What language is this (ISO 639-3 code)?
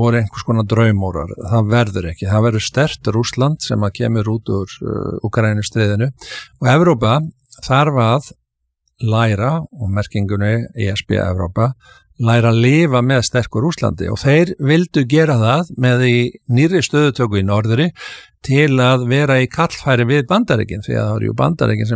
isl